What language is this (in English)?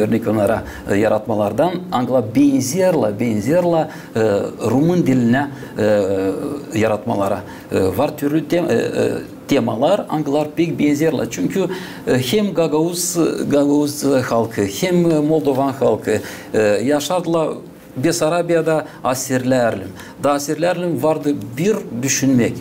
Gagauz